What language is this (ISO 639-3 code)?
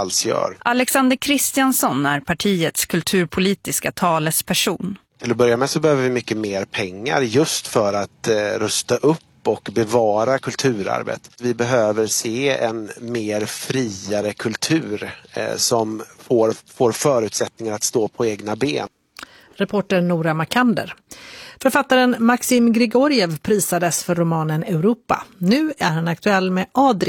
swe